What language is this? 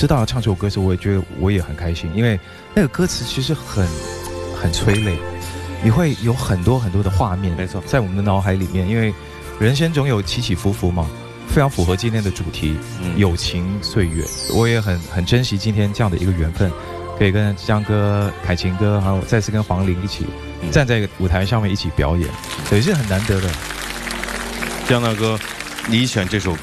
Chinese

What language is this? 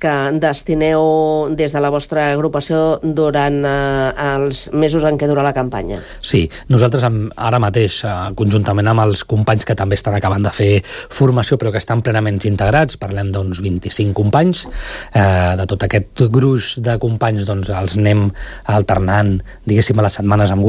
Catalan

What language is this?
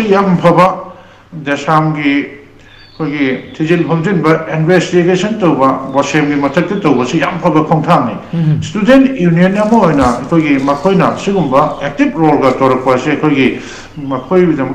Manipuri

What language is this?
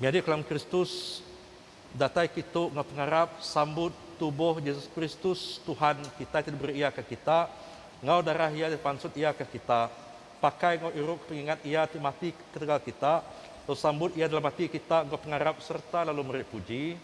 Iban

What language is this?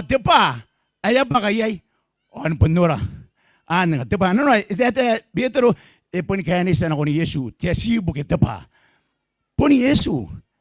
Gilbertese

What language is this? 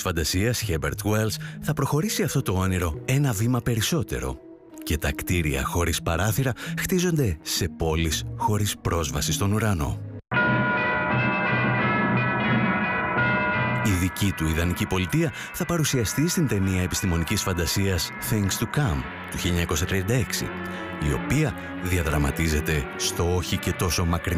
Greek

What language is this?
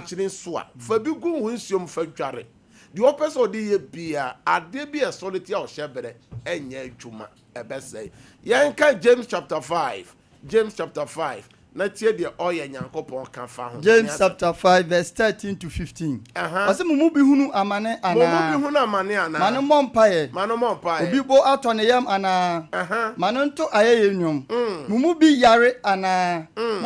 Akan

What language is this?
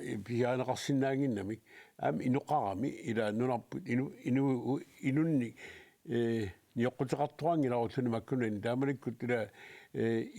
Kalaallisut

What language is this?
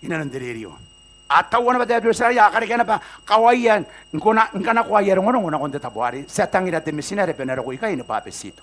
Gilbertese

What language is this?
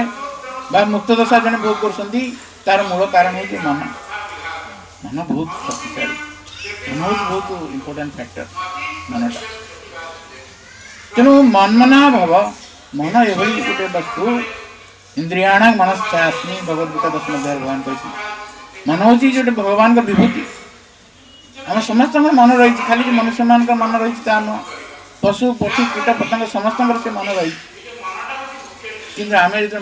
Odia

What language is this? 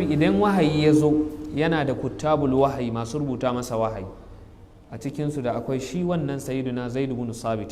Hausa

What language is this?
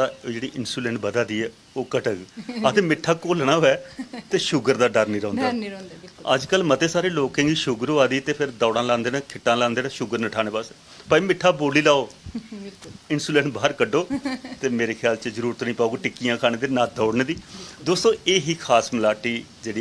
Dogri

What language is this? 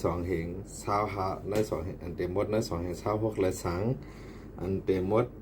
Shan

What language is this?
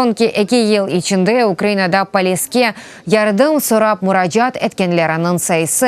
Crimean Tatar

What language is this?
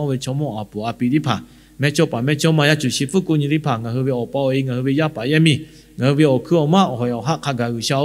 Lahu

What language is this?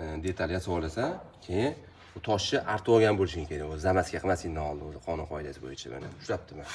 Uzbek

